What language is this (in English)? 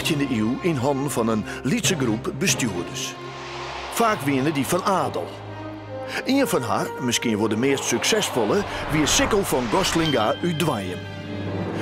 Western Frisian